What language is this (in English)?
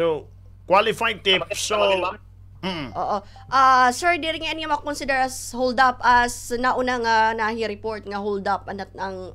Waray